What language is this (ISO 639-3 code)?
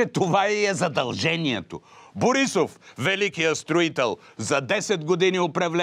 bul